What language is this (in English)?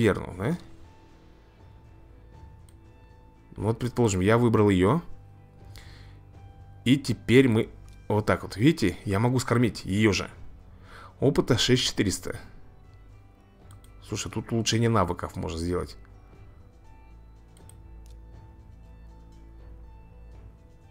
Russian